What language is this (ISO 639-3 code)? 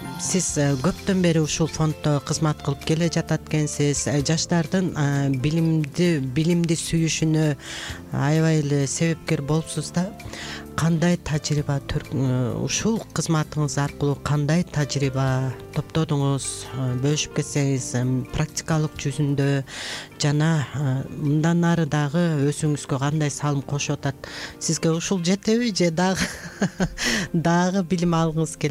kir